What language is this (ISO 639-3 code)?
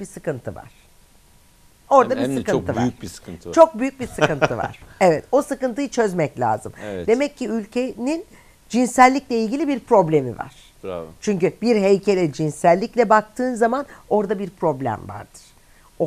tur